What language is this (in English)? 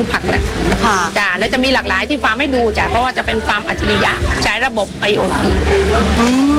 Thai